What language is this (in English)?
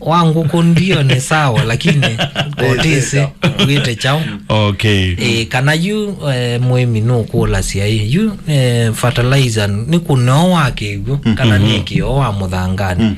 Kamba